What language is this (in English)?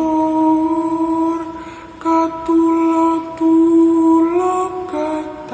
Javanese